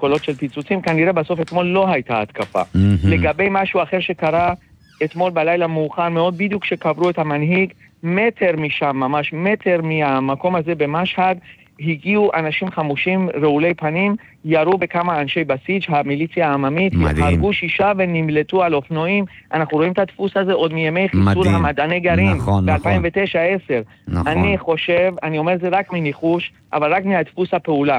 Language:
Hebrew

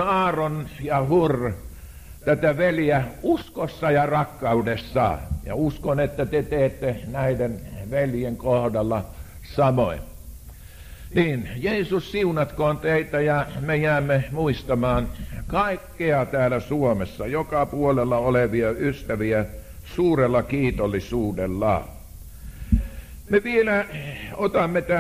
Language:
Finnish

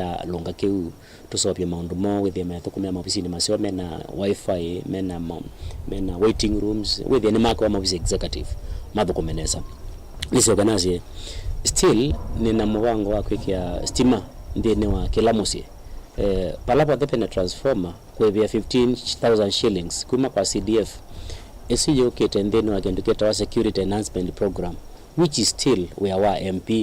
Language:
Kamba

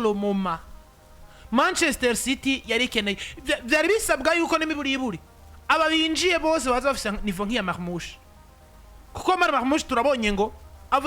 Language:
Rundi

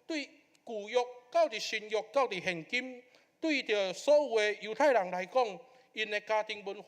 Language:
Min Nan Chinese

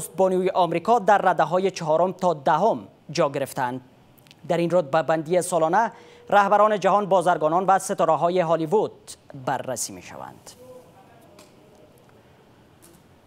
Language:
Persian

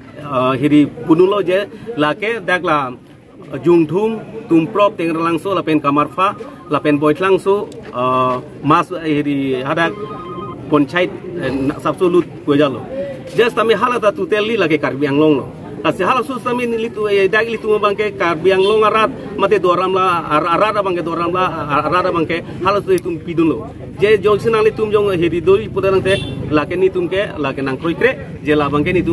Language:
Karbi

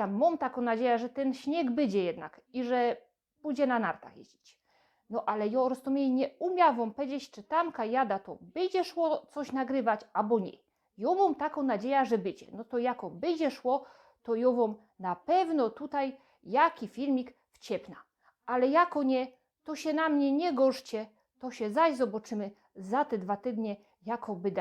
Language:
Silesian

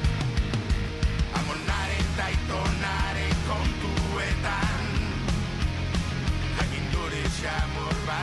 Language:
Basque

